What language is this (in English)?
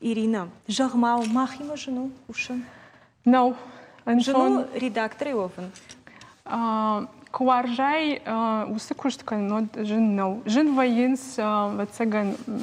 Ossetic